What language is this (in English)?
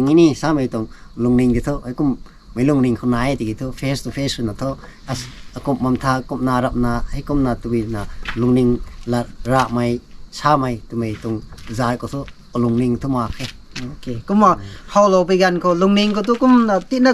Rongmei Naga